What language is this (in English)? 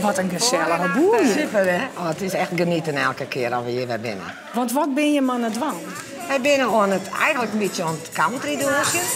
Western Frisian